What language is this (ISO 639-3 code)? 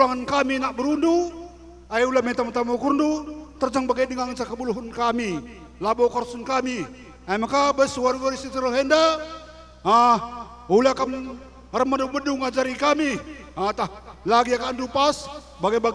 btx